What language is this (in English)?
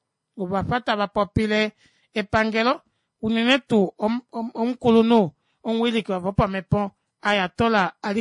Kuanyama